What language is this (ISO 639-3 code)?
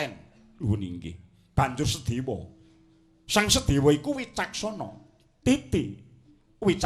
jav